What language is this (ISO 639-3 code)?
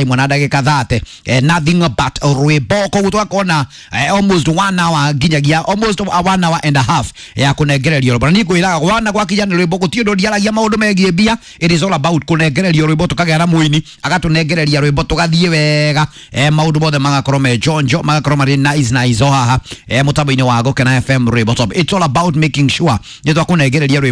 kik